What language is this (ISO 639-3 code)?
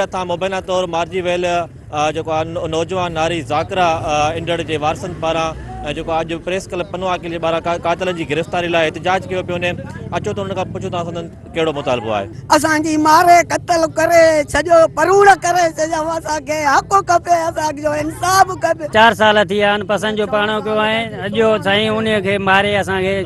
snd